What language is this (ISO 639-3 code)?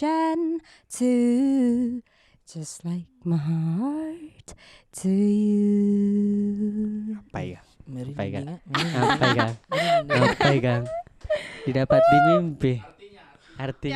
mfp